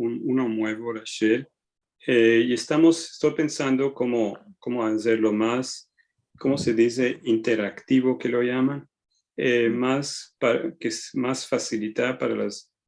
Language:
Ladino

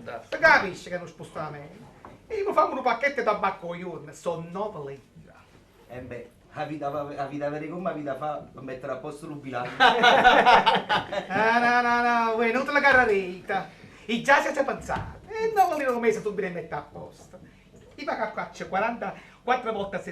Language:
Neapolitan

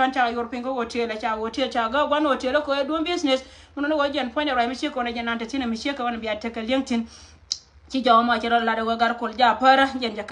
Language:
Nuer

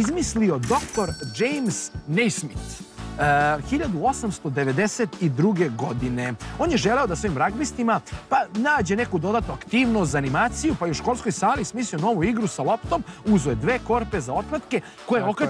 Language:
Serbian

